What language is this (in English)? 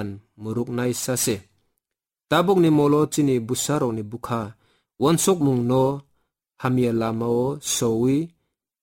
Kok Borok